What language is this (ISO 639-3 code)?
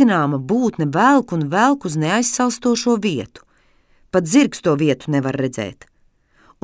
lav